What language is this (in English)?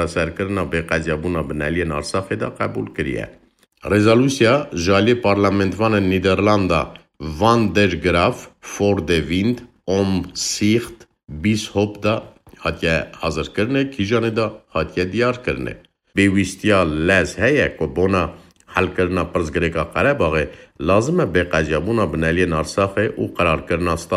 Kurdish